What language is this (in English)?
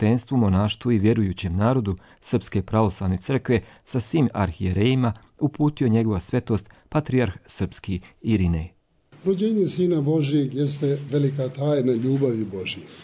Serbian